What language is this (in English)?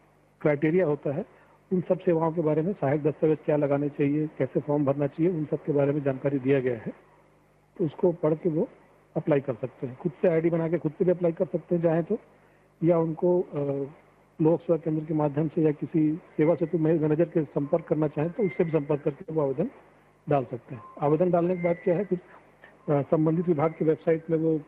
Hindi